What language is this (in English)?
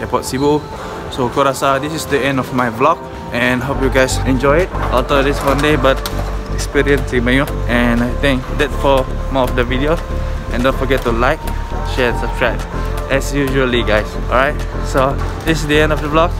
Iban